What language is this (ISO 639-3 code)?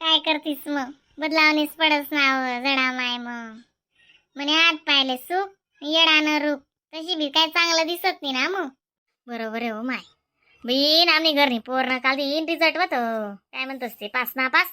khn